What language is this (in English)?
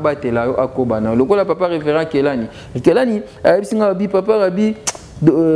Lingala